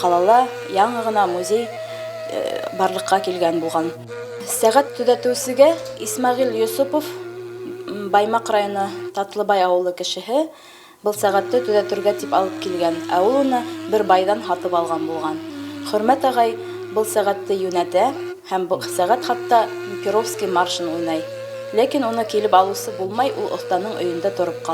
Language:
Bashkir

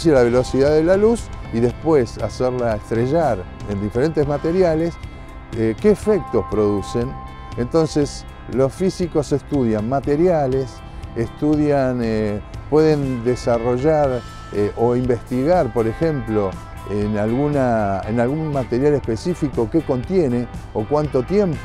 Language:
Spanish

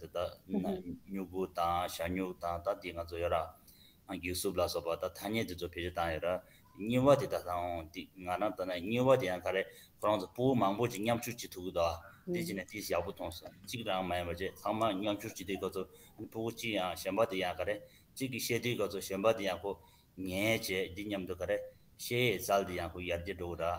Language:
Tibetan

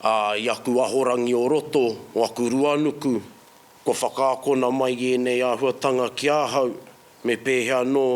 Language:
Māori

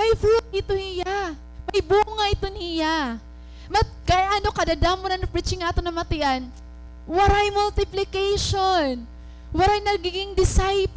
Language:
Waray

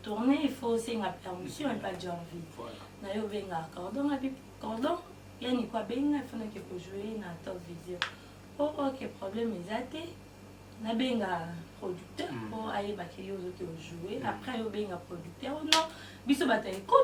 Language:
Lingala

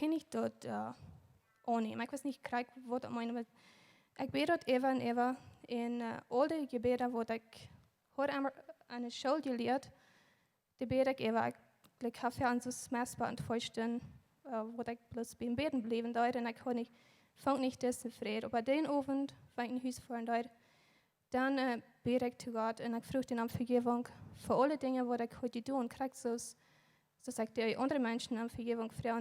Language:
Plautdietsch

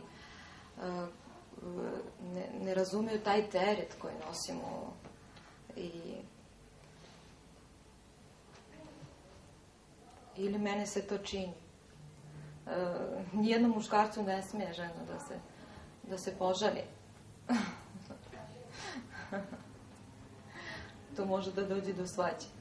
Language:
Serbian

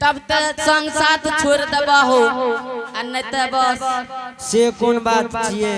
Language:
Angika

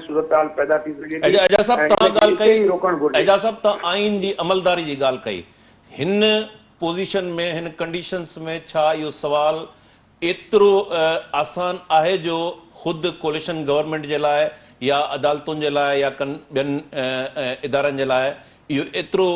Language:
Sindhi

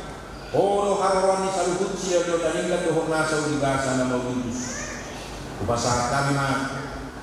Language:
Batak Toba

